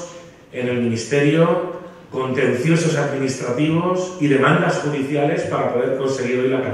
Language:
Spanish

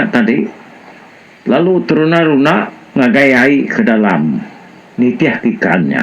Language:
Iban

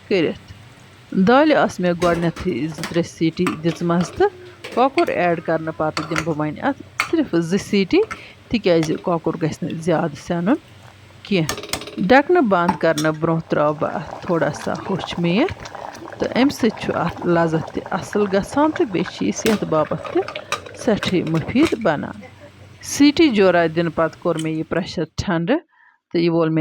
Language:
Kashmiri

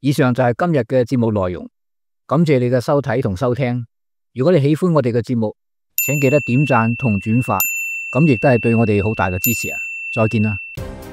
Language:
Cantonese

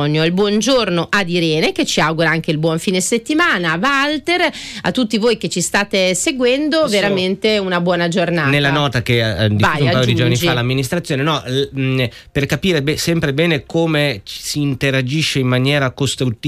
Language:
Italian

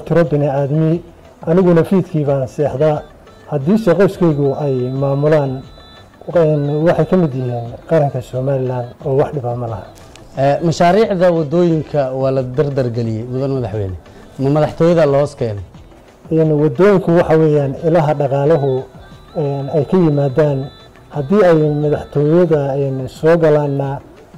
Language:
Somali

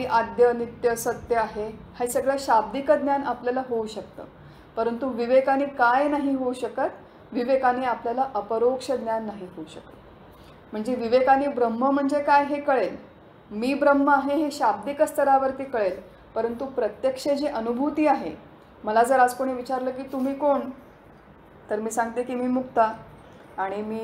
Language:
Marathi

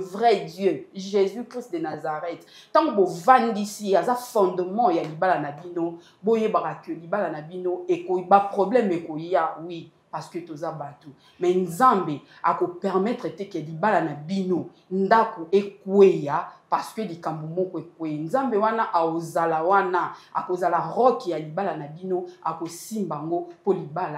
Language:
Lingala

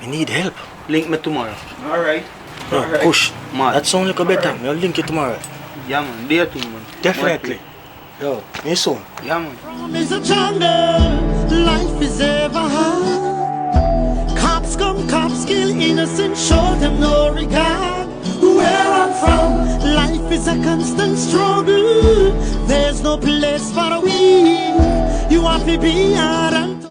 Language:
Jamaican Creole English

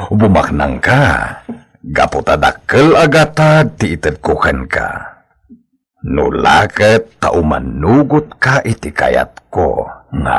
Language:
Iloko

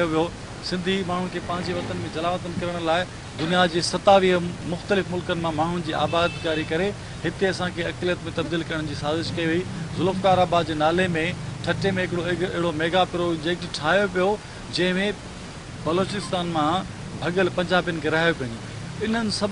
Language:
Sindhi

